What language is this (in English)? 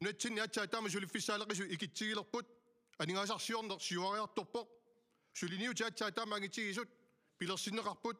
Kalaallisut